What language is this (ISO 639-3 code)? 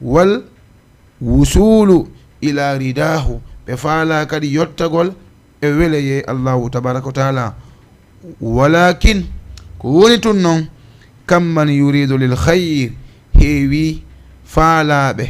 ful